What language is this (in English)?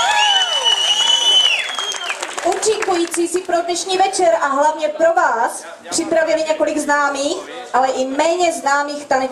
Czech